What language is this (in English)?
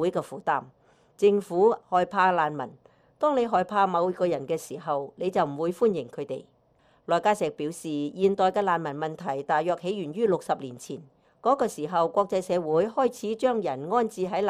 Cantonese